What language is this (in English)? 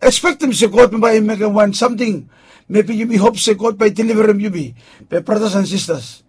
Bislama